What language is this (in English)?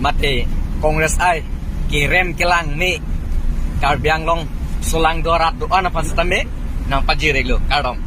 Karbi